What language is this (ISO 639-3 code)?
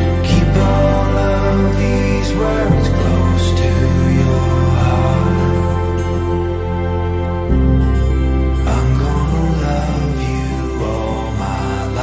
eng